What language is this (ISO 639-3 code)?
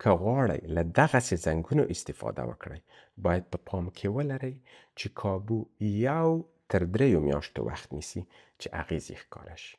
pus